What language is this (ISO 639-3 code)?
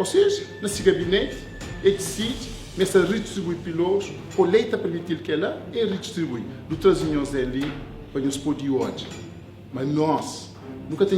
kea